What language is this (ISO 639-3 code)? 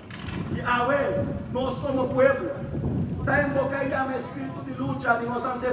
pap